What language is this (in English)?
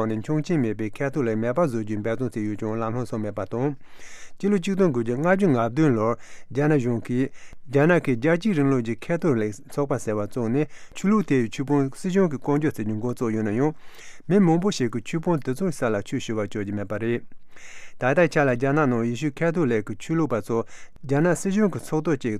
Tibetan